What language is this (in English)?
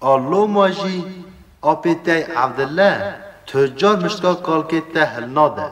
Kurdish